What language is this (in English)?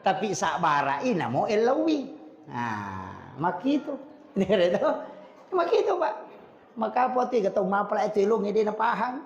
Buginese